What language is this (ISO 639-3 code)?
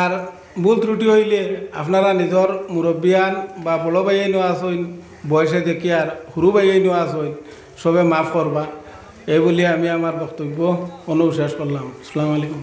syl